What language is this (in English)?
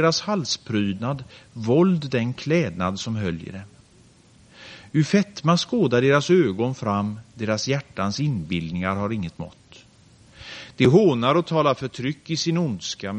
Swedish